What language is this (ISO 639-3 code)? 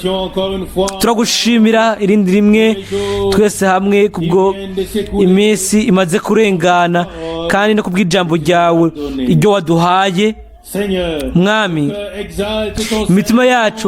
run